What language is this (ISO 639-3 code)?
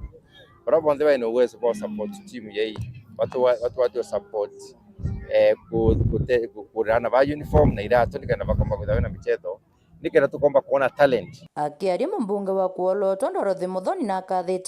mer